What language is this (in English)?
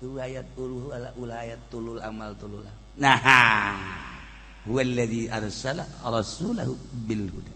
Sundanese